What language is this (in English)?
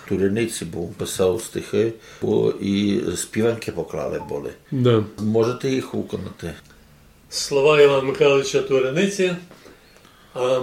Rusyn